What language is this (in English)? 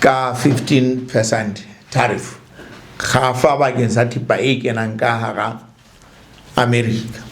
Southern Sotho